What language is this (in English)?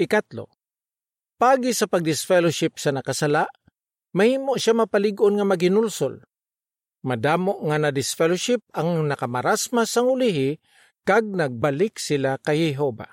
Hiligaynon